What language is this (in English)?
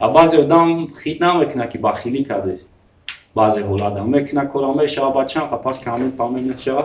Tajik